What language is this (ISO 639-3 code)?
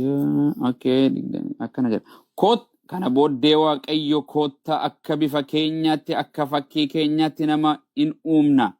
orm